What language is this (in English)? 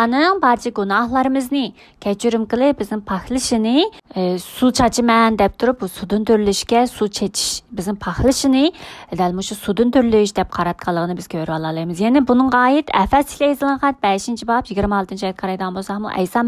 Uyghur